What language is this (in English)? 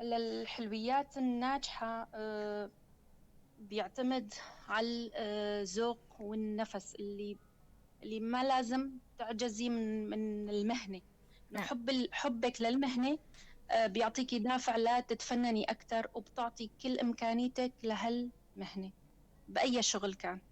North Levantine Arabic